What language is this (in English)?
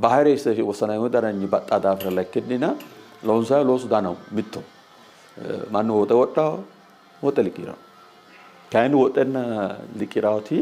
Sidamo